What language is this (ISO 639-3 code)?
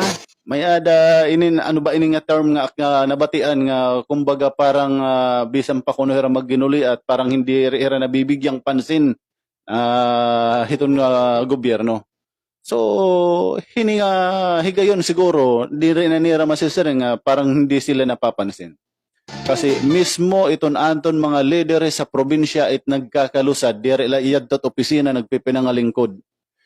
war